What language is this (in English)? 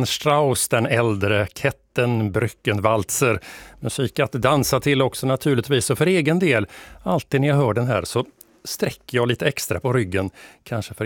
Swedish